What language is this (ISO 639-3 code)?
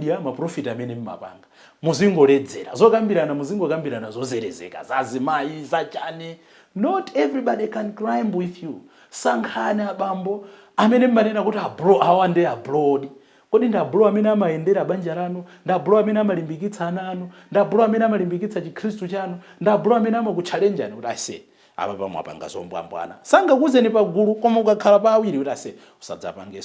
nya